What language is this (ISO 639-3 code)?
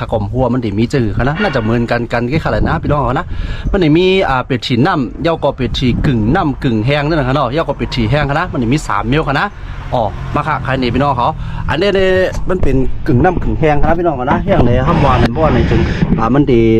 shn